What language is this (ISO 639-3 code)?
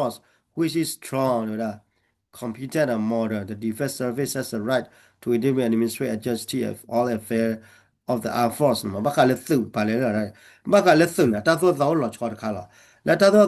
ksw